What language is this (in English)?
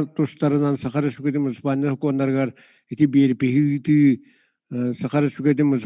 Yakut